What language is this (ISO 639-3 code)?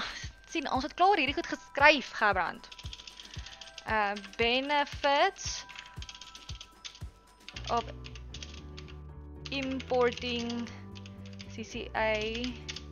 afr